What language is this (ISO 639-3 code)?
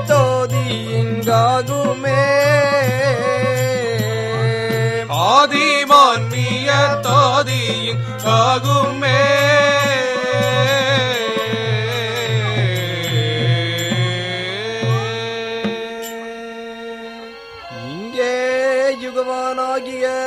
tam